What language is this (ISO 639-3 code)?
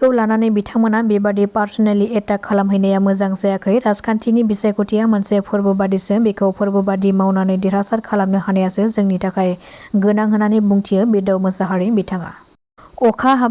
brx